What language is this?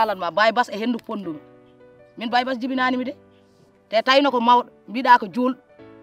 Fula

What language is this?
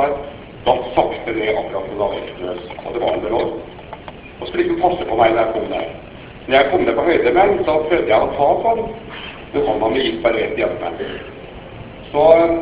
Norwegian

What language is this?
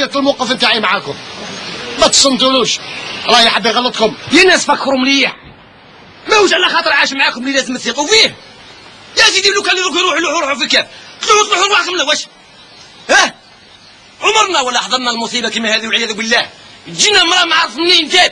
Algerian Arabic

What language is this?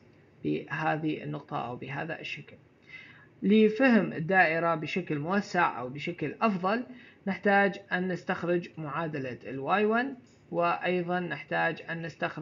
Arabic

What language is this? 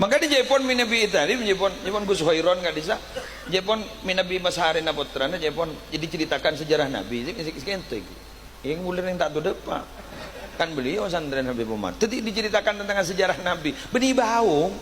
Madurese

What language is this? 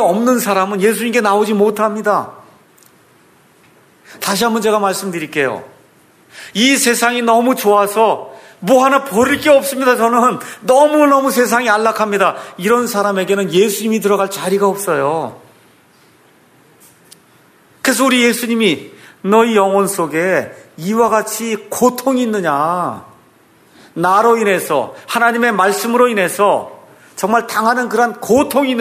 Korean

